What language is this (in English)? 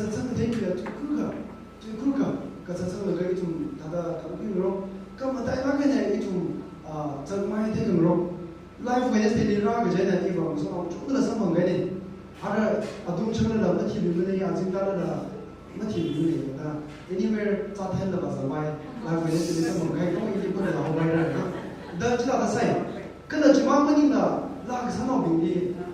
Tangkhul Naga (India)